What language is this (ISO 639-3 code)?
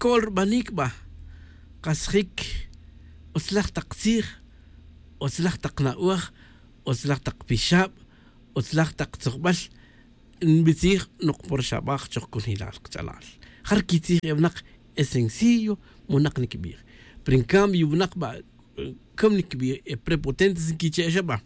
tzj